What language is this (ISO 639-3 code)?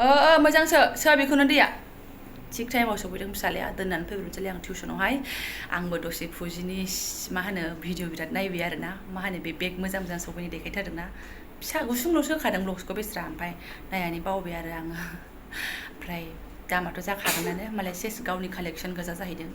brx